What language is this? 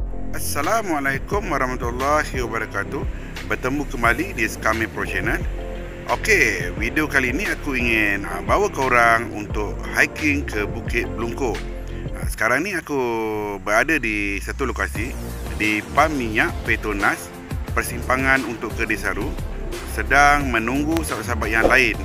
Malay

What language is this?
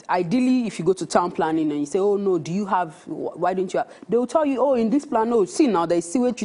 Nigerian Pidgin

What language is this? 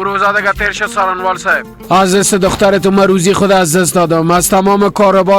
Persian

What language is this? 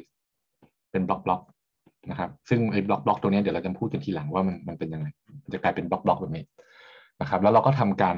Thai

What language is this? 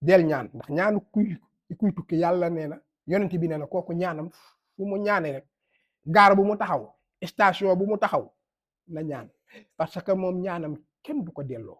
Wolof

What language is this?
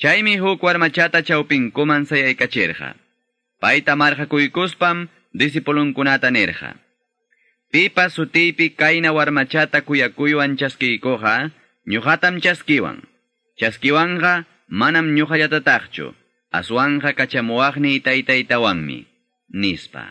Quechua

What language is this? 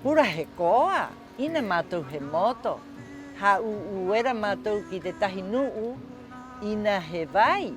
Rapanui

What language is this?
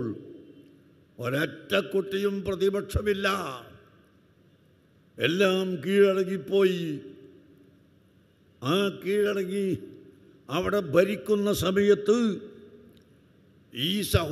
Malayalam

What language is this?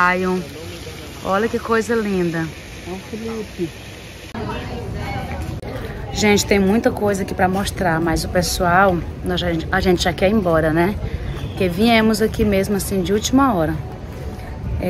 Portuguese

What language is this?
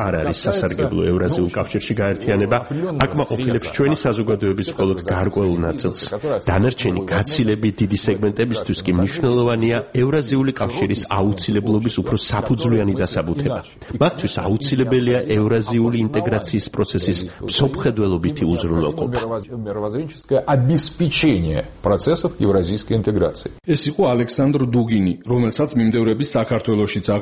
Georgian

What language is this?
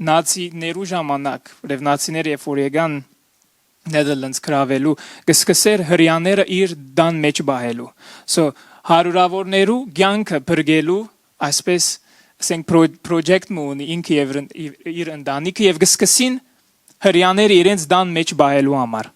Western Armenian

